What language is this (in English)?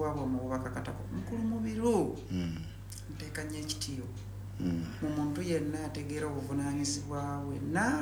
Ganda